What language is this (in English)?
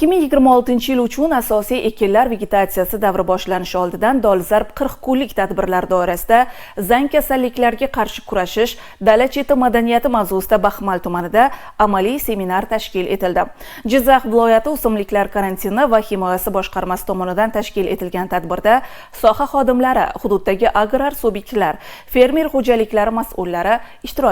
Uzbek